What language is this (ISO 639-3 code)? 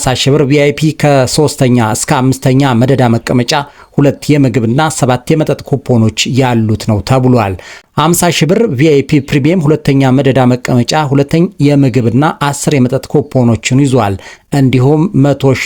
amh